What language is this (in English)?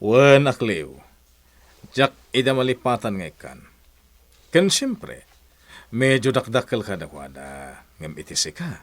Iloko